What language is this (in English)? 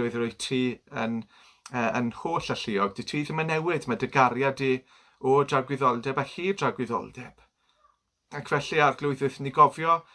Welsh